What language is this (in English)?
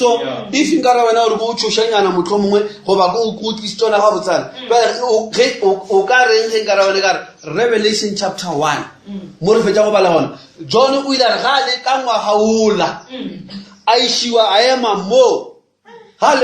Northern Sotho